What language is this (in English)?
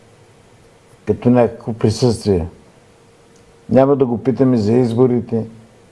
Bulgarian